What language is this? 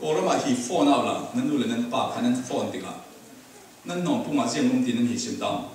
Falam Chin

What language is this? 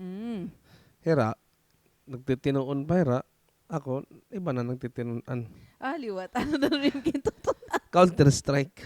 Waray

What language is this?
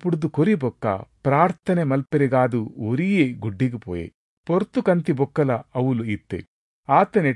Tulu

